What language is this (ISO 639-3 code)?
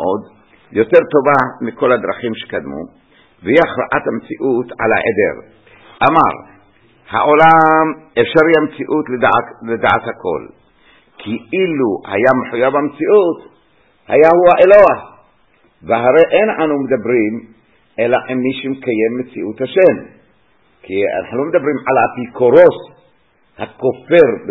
heb